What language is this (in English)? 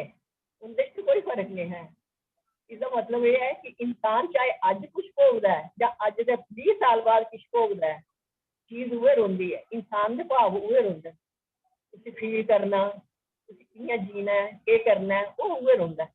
Dogri